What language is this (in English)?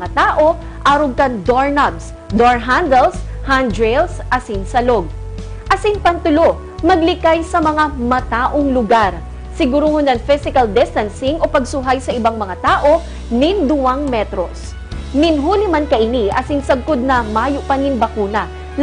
Bikol